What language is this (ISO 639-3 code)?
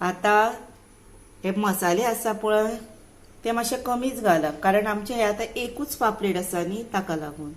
kok